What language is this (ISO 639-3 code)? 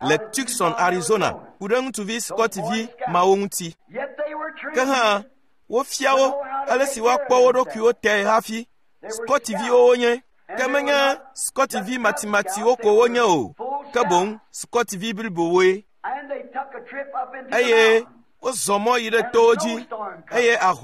ewe